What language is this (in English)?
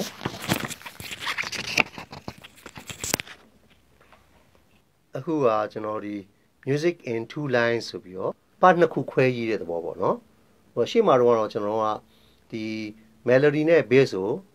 Burmese